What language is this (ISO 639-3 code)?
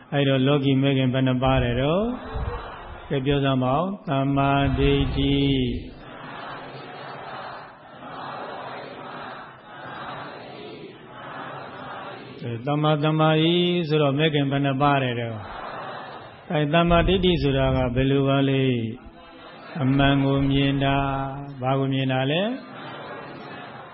mya